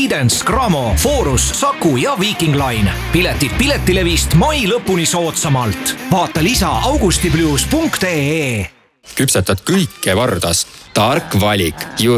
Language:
Estonian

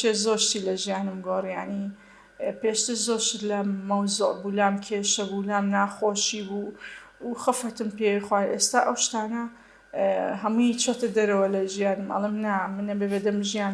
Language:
Central Kurdish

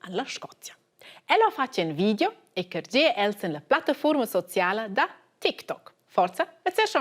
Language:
Romansh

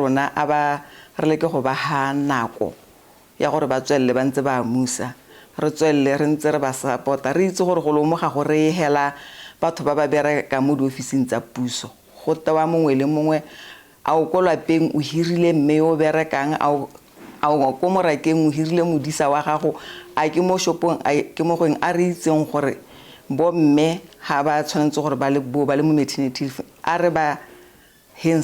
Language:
Tswana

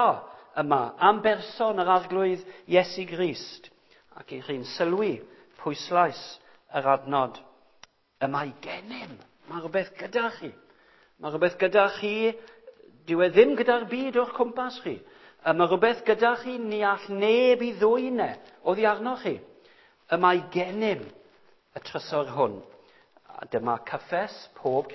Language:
Welsh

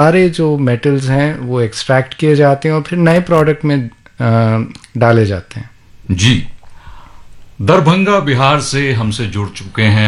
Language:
Hindi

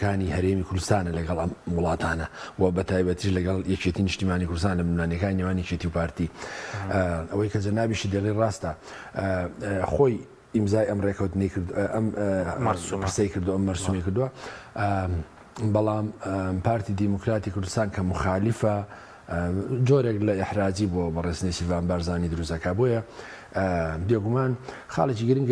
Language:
Central Kurdish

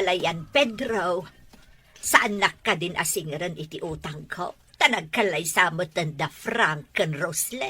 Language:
Iloko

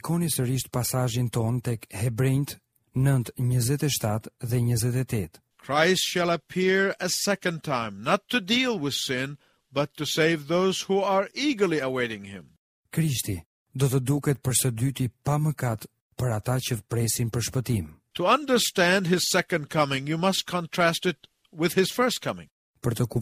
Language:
Albanian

